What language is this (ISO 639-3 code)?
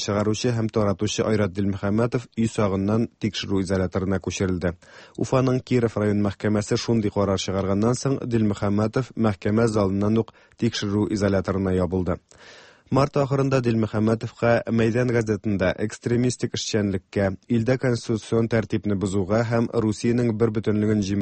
tat